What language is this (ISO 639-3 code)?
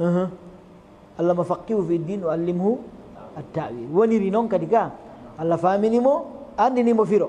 ful